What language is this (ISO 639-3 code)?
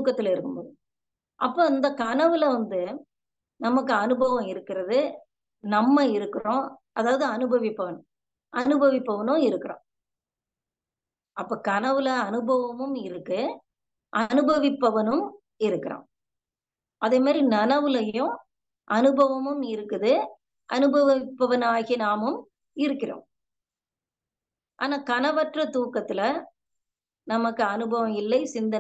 tam